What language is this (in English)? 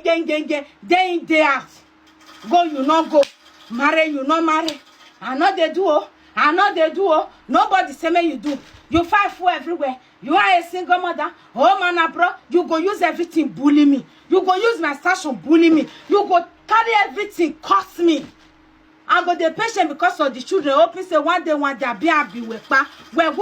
Nigerian Pidgin